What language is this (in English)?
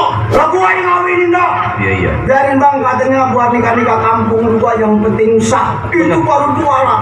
Betawi